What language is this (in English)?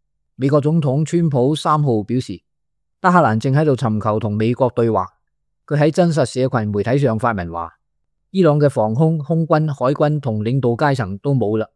Cantonese